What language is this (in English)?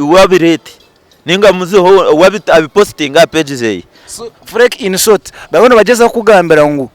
Nyankole